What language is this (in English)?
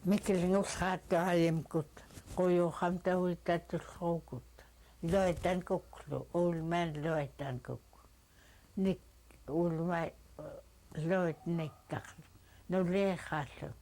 Central Yupik